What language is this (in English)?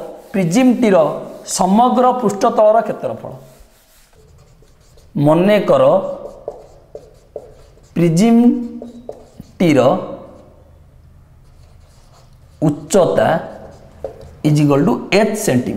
Odia